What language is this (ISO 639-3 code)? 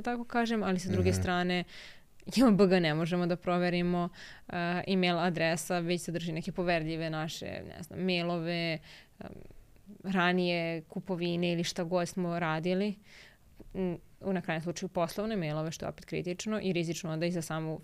srp